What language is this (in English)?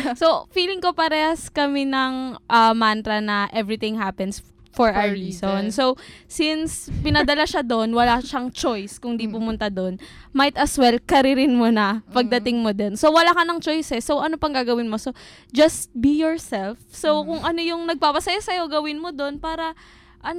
Filipino